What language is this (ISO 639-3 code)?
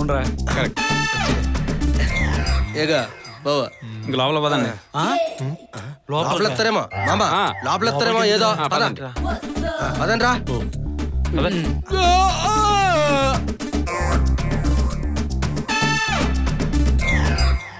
tel